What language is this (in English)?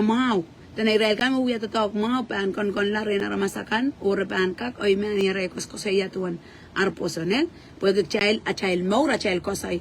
Pohnpeian